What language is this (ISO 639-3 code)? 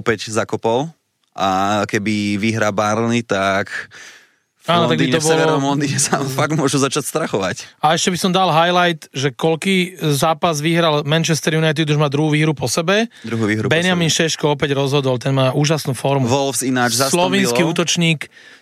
slk